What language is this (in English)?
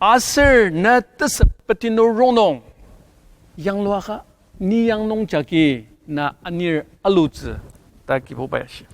Ao Naga